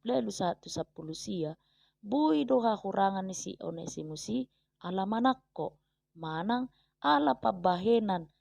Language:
Batak Toba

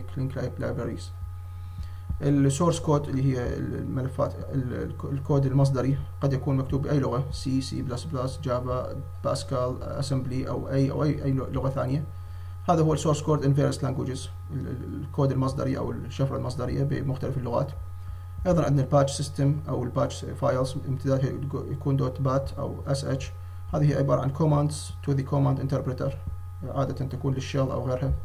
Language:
Arabic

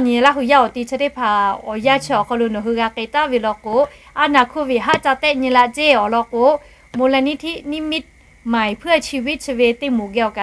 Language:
Lahu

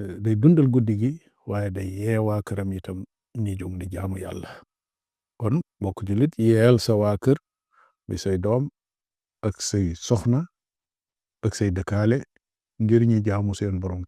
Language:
Wolof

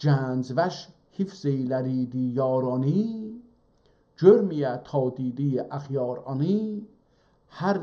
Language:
South Azerbaijani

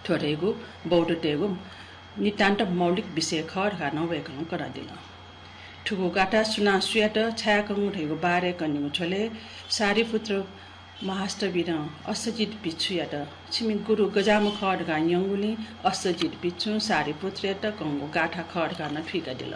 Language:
Newari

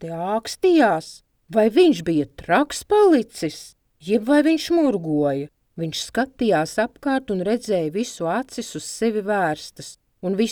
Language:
Latvian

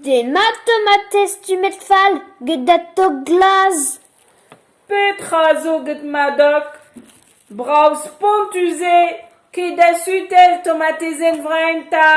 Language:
Breton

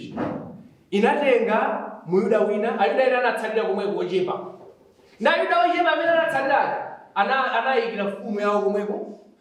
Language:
Nyanja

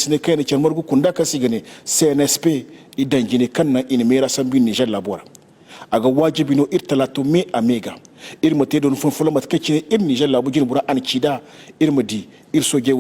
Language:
Zarma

